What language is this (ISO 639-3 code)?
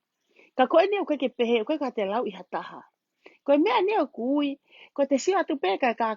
ton